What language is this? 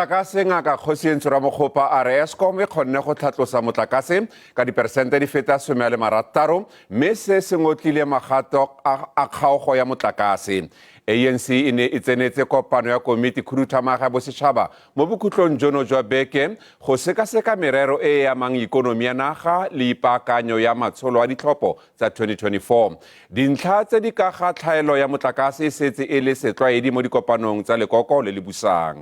Tswana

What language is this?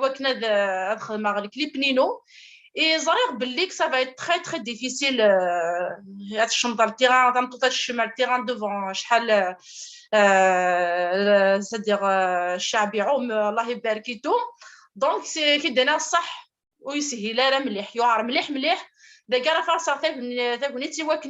Kabyle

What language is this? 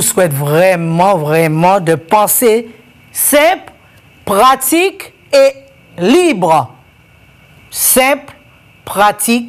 French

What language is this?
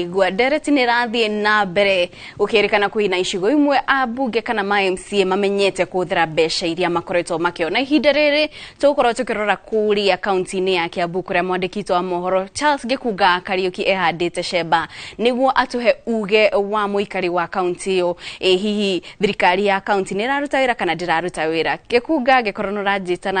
Kikuyu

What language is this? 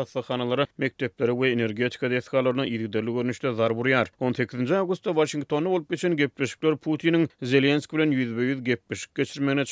Turkmen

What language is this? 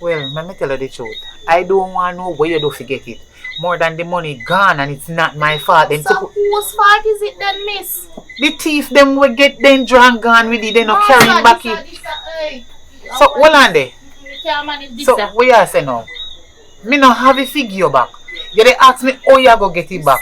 Jamaican Creole English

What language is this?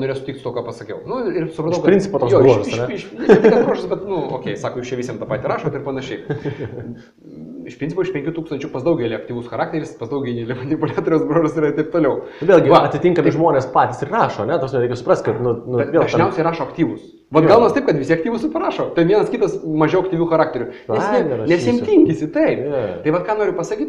Lithuanian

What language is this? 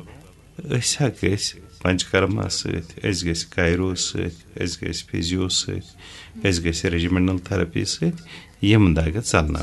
Kashmiri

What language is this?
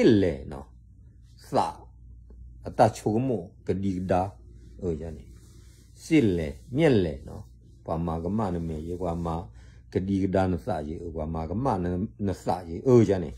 S'gaw Karen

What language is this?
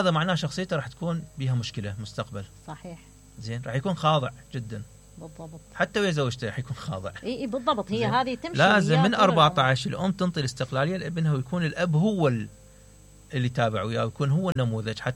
Mesopotamian Arabic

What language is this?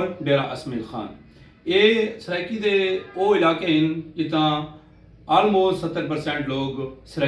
Saraiki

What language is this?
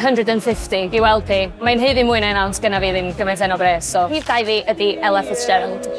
Welsh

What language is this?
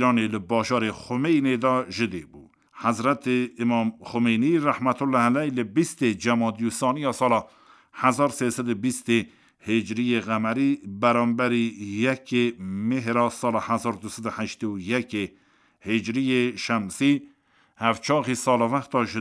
Kurdish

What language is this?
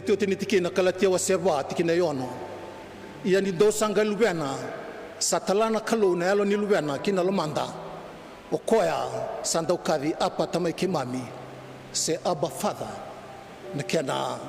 Fijian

